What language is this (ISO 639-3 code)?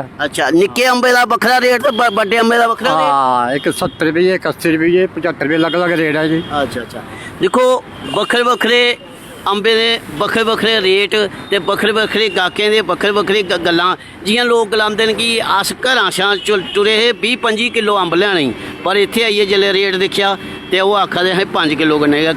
doi